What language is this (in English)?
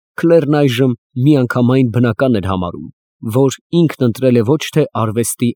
Armenian